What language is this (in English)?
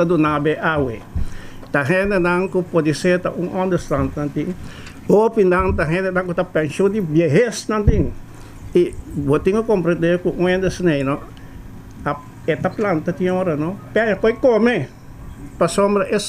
Papiamento